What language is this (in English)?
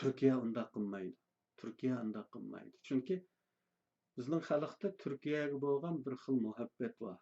Uyghur